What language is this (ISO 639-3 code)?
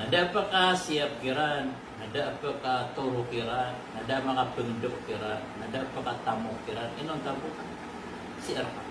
mrw